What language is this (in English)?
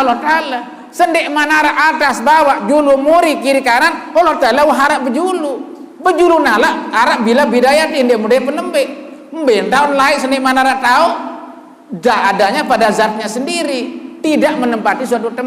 Sasak